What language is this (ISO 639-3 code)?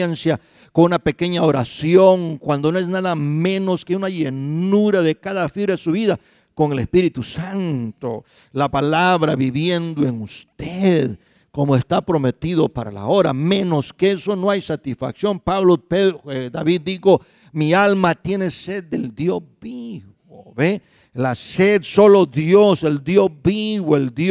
spa